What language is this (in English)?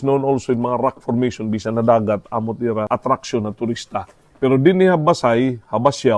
Waray